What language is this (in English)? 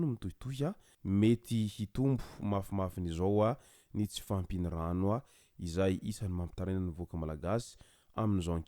Malagasy